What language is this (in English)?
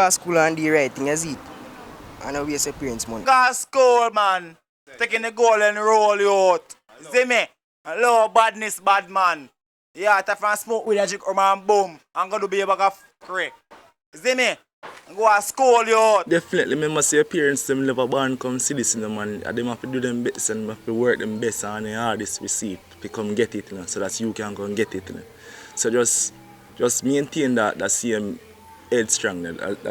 Jamaican Creole English